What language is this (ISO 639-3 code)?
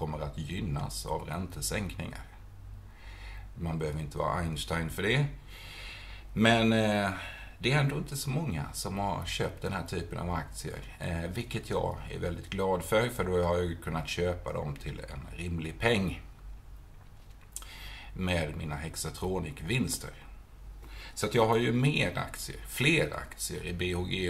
swe